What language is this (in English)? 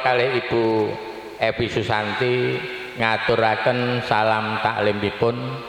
Javanese